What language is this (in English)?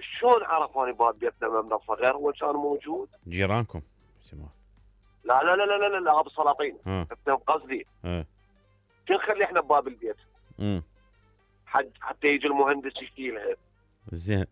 Mesopotamian Arabic